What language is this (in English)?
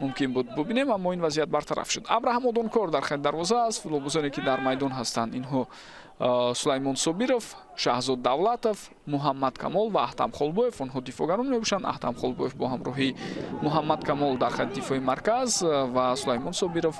Tajik